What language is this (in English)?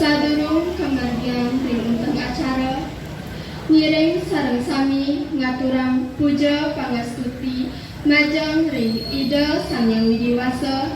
Balinese